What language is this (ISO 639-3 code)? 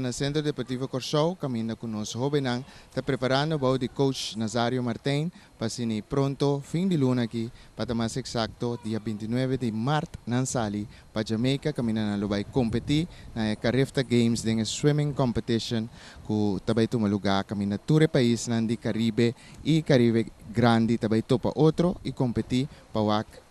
pap